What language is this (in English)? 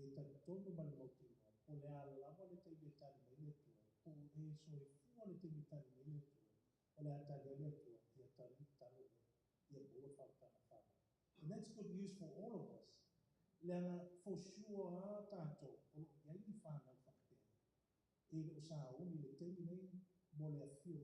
Samoan